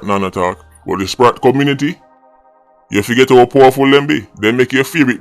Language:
Jamaican Creole English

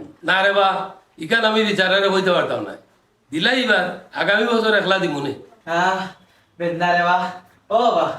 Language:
Sylheti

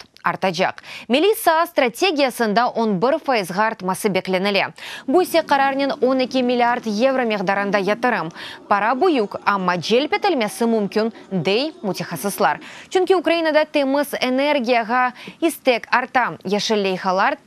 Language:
Crimean Tatar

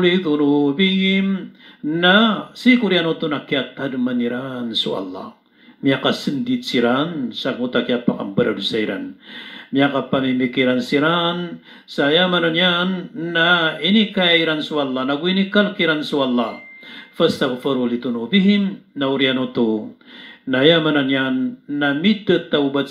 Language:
Maranao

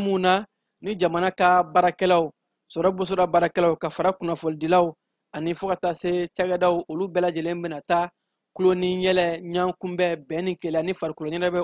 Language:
Bambara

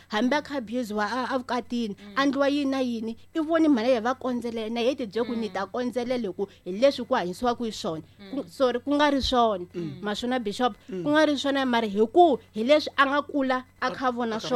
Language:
Tsonga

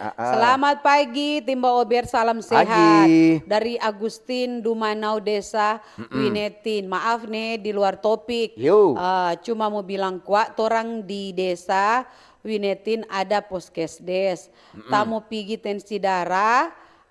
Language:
Manado Malay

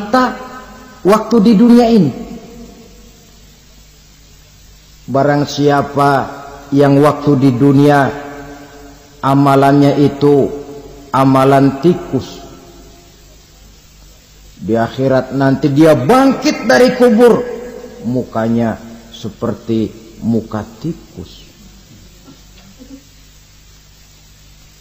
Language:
Indonesian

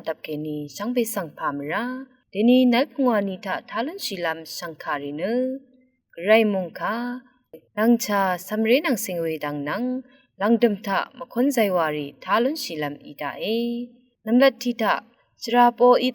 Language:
Rawang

